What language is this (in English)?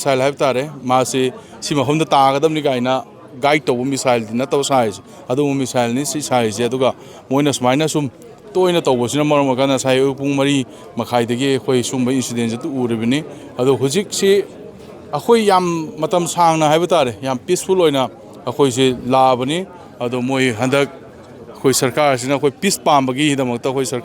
Manipuri